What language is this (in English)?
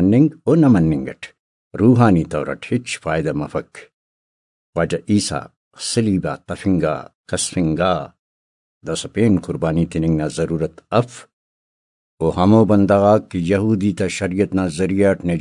Brahui